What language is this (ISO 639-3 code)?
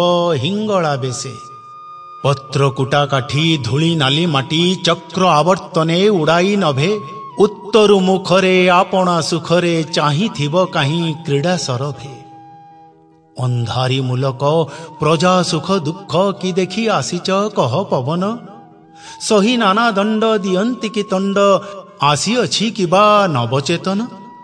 ori